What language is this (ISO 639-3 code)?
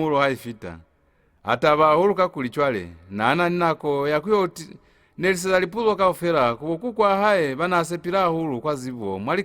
loz